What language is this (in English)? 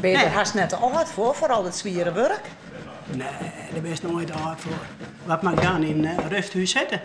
Western Frisian